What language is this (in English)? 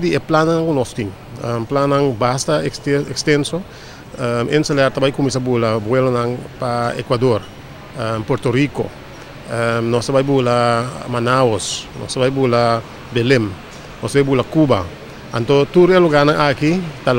Papiamento